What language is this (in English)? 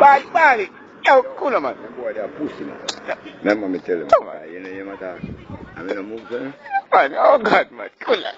Jamaican Creole English